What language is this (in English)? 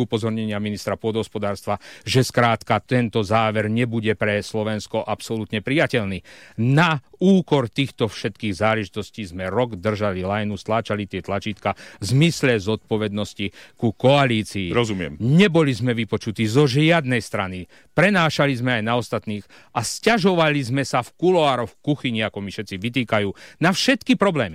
Slovak